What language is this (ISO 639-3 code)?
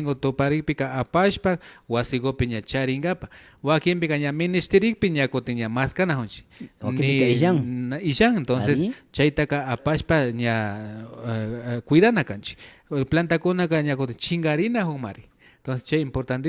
qvi